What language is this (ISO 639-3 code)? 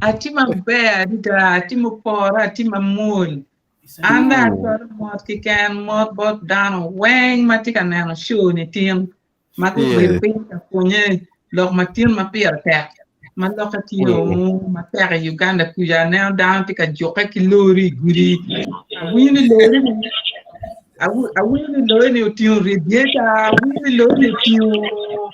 ach